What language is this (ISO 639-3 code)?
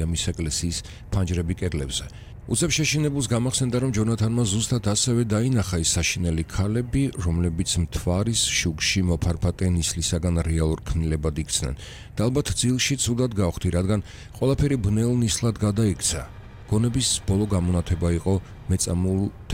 kat